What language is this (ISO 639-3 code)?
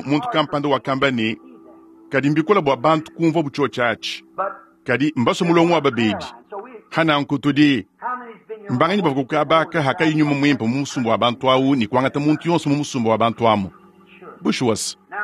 lua